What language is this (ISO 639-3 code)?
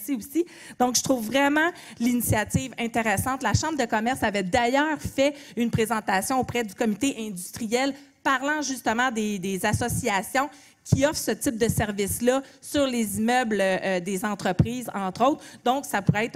fra